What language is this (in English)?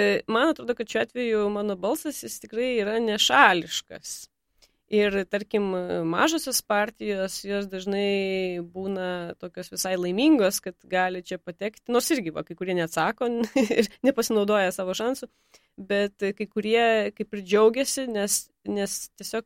Lithuanian